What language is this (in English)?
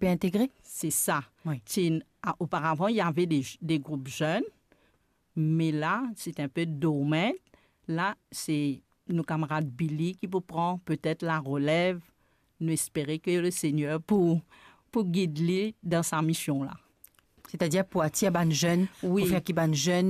Morisyen